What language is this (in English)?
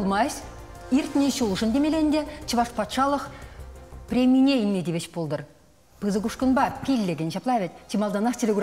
Chuvash